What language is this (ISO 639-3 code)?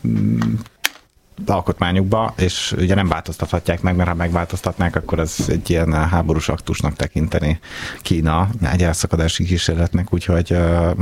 hun